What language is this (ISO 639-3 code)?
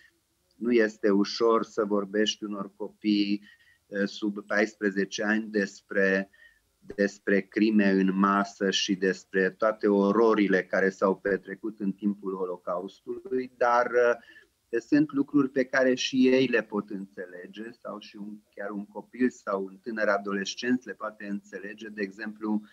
ron